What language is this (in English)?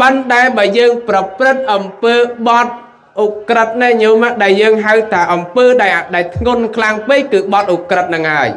Khmer